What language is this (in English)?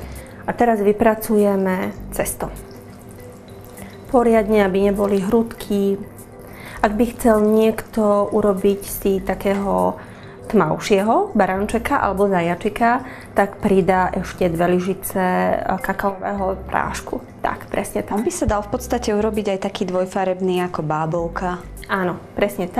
Slovak